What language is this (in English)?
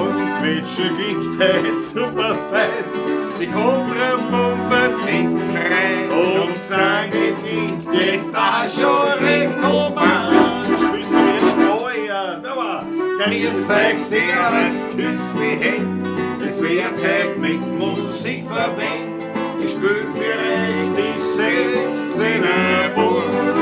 Bavarian